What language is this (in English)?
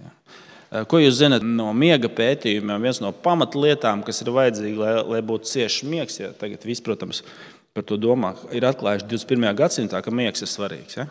Latvian